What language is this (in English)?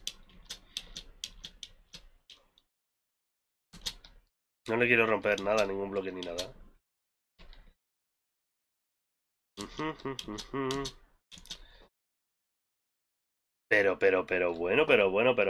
Spanish